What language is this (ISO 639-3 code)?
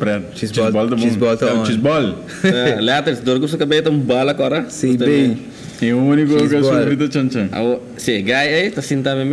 pap